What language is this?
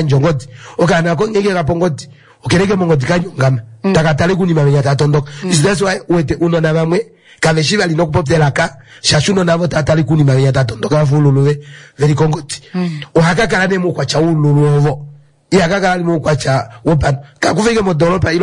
Kuanyama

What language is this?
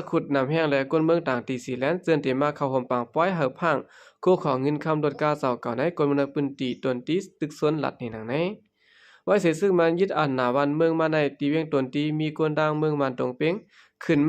Shan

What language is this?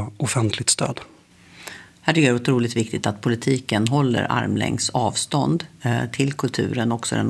Swedish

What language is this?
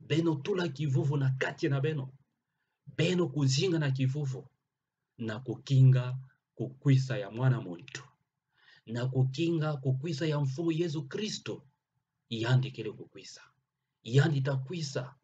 Kituba (Democratic Republic of Congo)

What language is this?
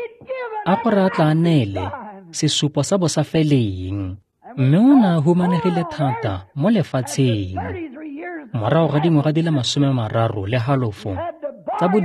Tswana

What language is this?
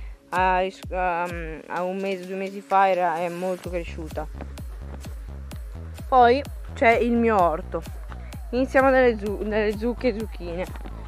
Italian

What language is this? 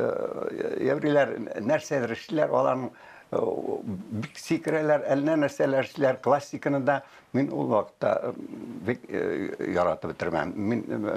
Tatar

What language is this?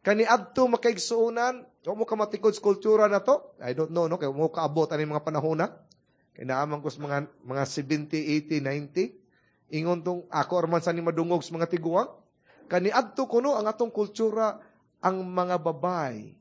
Cebuano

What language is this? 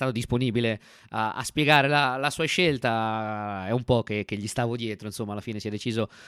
Italian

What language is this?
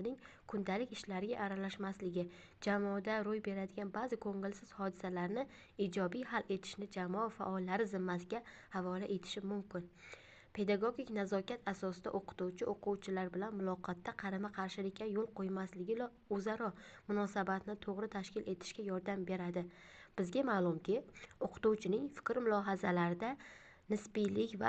Uzbek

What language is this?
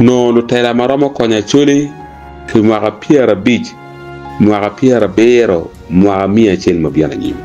Acoli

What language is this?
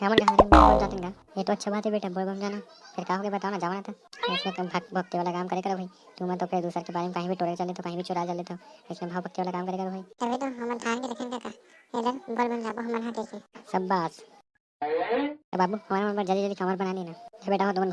Chhattisgarhi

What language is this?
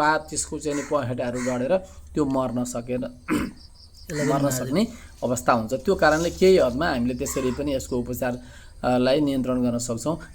Nepali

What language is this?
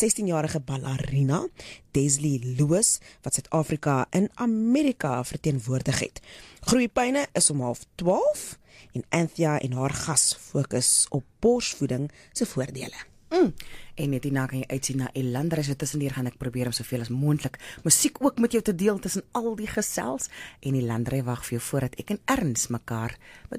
Afrikaans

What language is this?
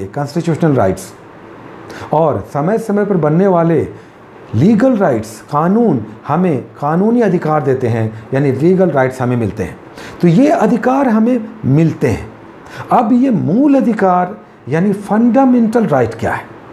Hindi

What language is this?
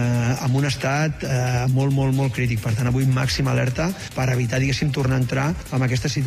Catalan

